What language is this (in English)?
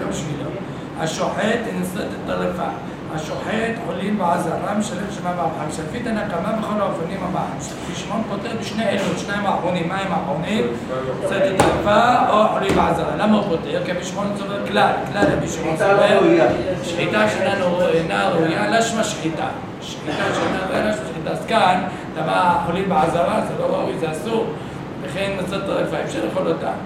Hebrew